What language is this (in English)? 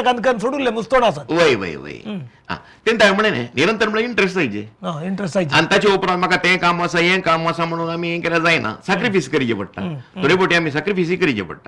Konkani